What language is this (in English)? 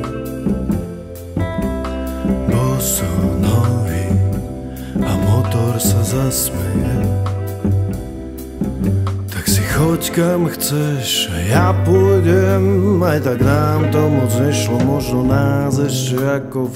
Slovak